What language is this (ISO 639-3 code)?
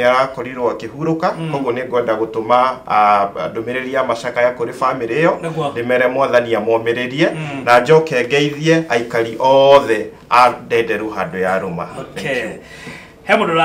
kik